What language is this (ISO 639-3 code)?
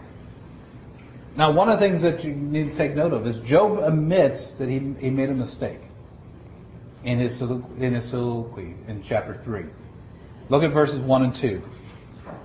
eng